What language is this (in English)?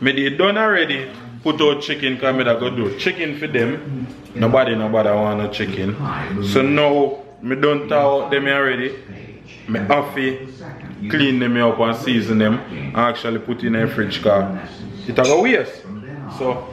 Jamaican Creole English